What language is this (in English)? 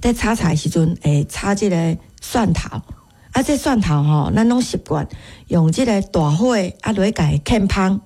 Min Nan Chinese